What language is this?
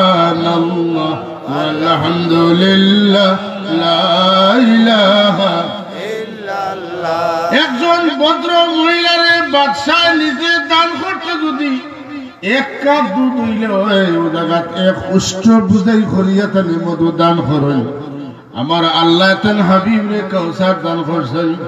Sylheti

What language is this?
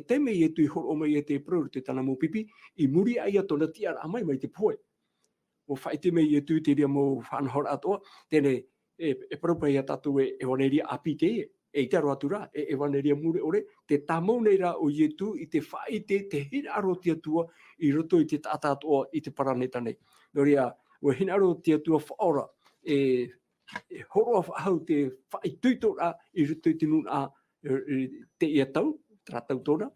Tahitian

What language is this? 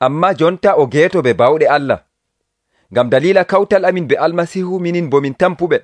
Nigerian Fulfulde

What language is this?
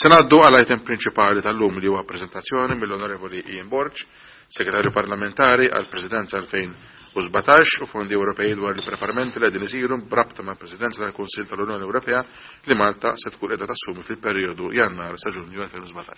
Maltese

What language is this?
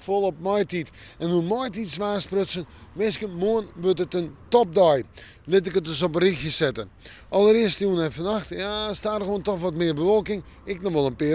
Western Frisian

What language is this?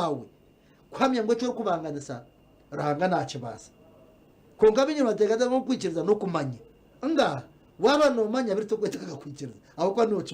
Nyankole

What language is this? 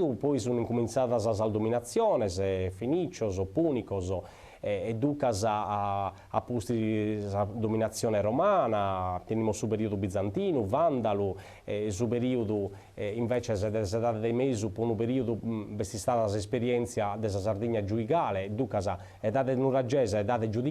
Sardinian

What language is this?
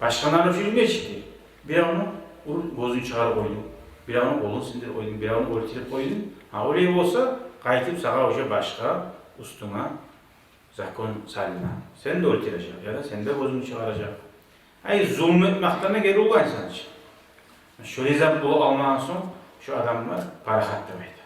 Kumyk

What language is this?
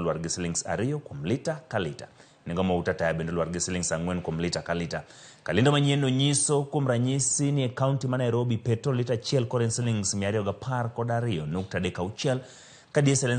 Luo (Kenya and Tanzania)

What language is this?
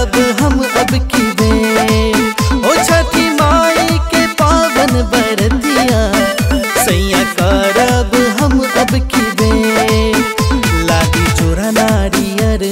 Bhojpuri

